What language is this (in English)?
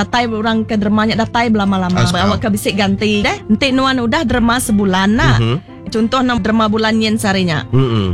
Iban